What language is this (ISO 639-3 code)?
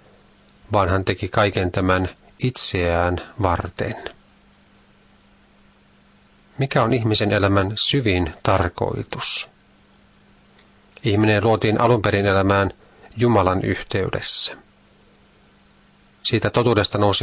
fin